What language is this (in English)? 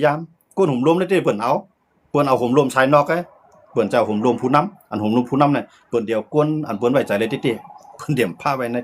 Shan